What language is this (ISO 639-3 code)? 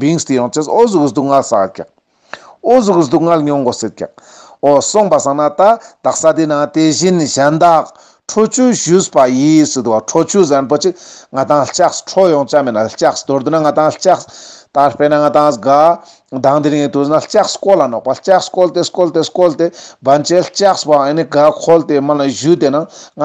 lbj